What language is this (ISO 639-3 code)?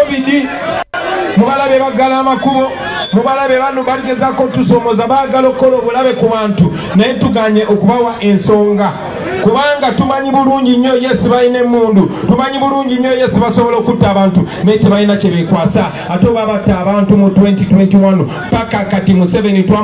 lug